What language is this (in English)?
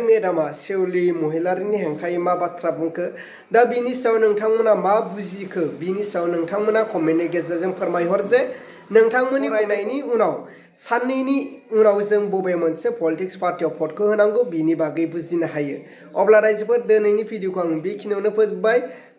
Bodo